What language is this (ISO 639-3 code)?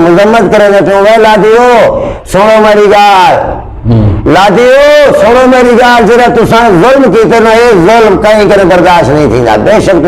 skr